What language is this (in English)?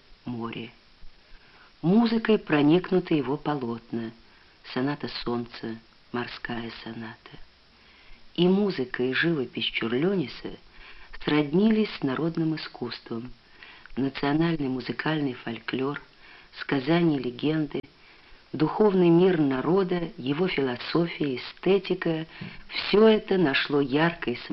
Russian